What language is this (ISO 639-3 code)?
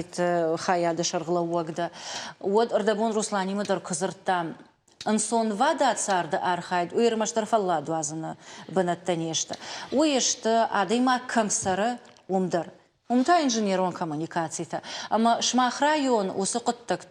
oss